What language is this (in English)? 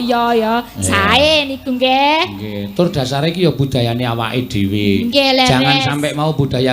Javanese